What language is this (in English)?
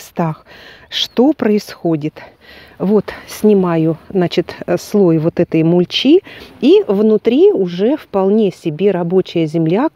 Russian